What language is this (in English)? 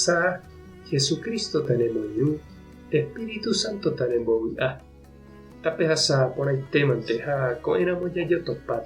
Guarani